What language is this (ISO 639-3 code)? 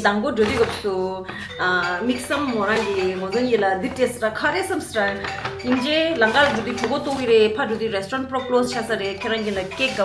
bod